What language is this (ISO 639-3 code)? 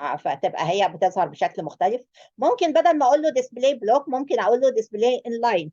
arz